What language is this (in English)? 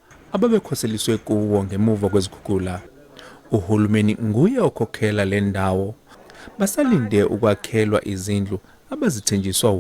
Zulu